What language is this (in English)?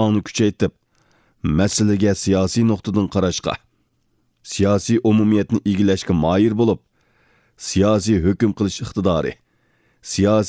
Uyghur